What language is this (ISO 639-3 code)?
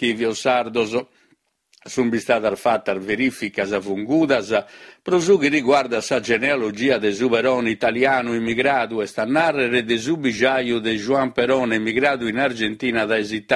srd